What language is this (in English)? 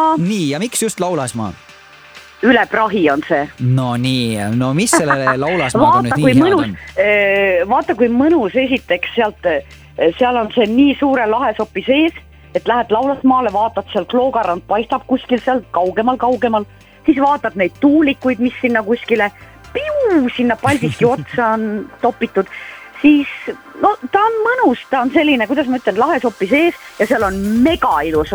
Estonian